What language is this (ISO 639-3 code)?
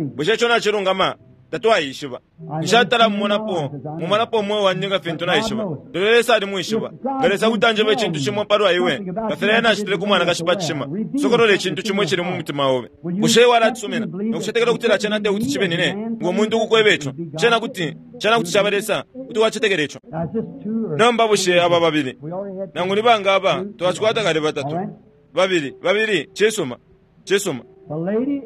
bem